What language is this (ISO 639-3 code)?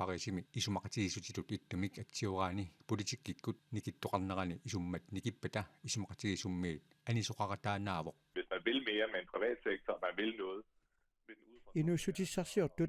kal